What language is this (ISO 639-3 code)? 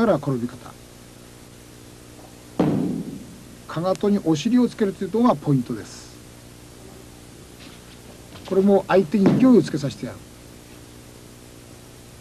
jpn